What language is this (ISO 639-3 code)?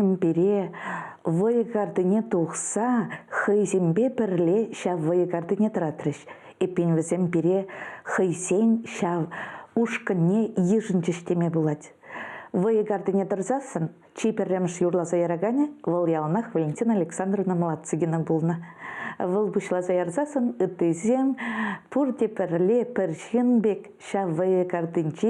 chv